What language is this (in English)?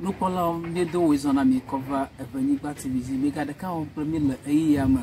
Ewe